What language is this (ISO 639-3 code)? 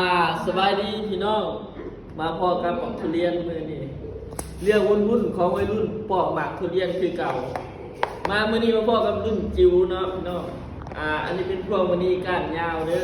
lao